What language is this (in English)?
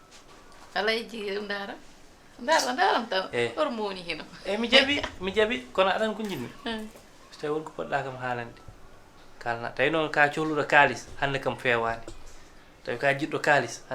Fula